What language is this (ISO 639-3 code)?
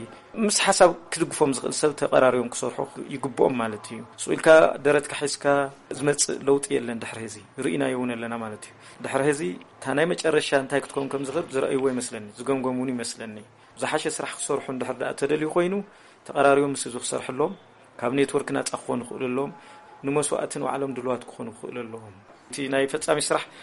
tir